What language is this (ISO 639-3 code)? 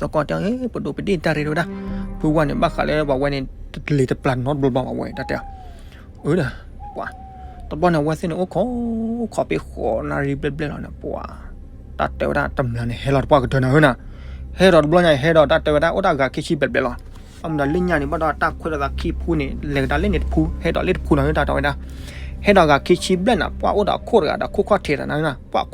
ksw